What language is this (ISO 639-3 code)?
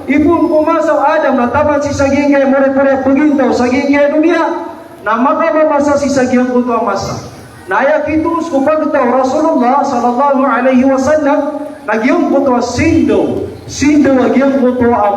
mrw